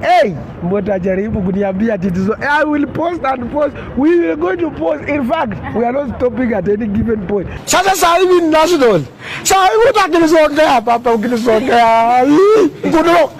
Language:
Gusii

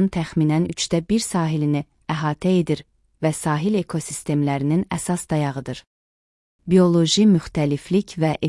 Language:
Azerbaijani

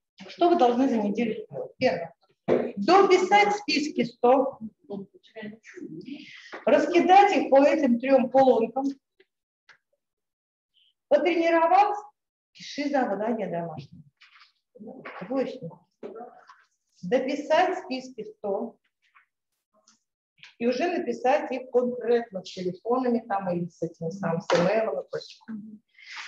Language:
Russian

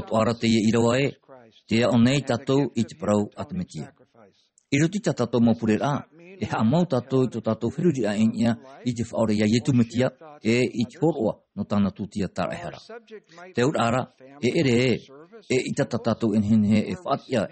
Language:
Tahitian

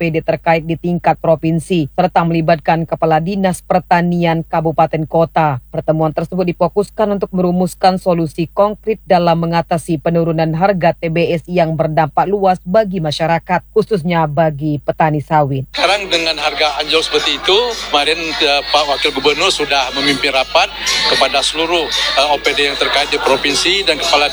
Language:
Indonesian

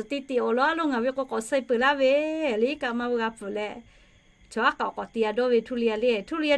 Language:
Lahu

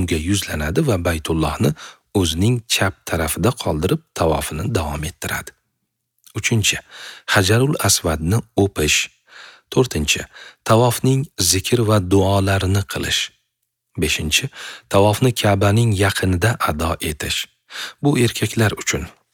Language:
Uzbek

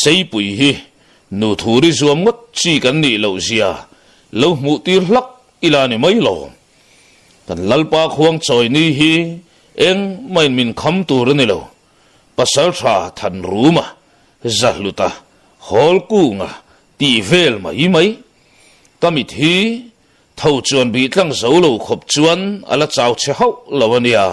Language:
Mizo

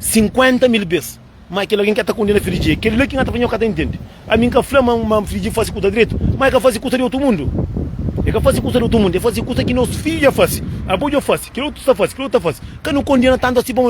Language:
Kabuverdianu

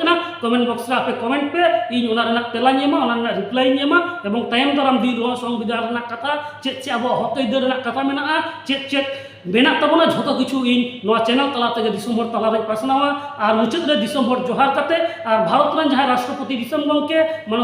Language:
Santali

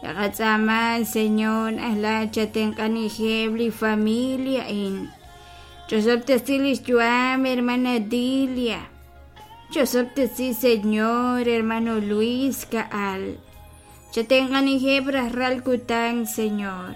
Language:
Kekchí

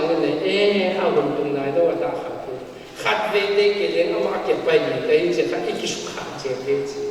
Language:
Paite Chin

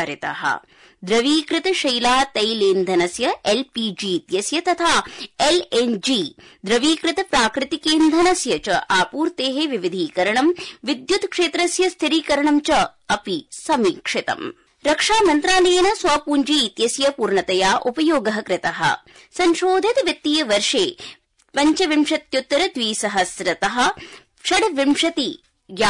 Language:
Sanskrit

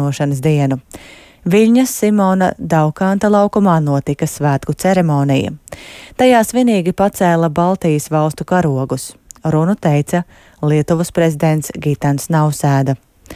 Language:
Latvian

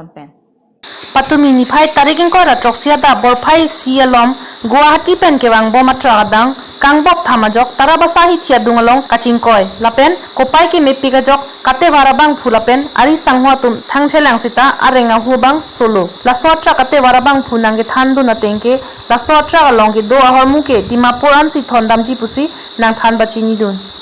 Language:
Karbi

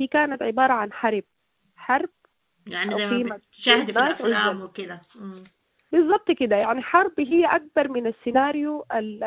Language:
Sudanese Arabic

